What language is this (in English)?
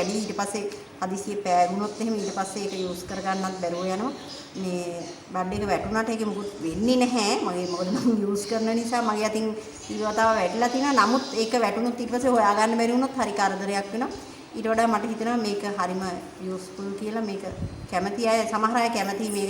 Sinhala